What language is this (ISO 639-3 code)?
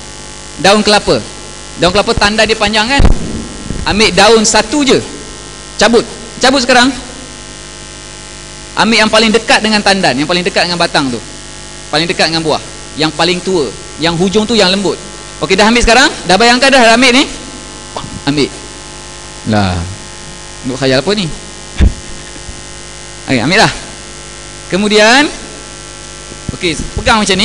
msa